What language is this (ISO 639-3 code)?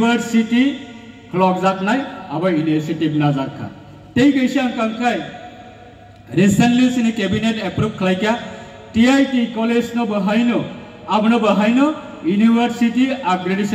ria